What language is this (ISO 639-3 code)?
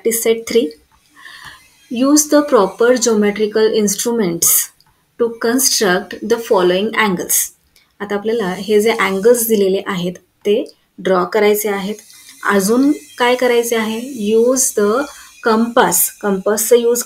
mar